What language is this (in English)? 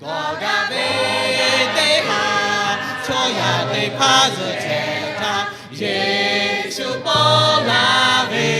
Lahu